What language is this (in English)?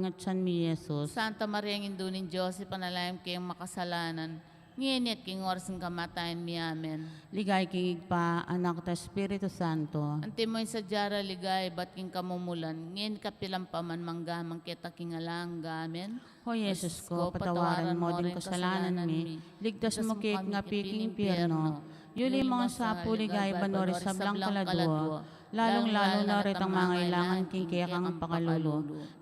Pampanga